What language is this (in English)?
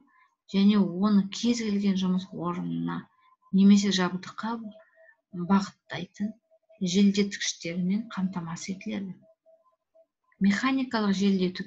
Kazakh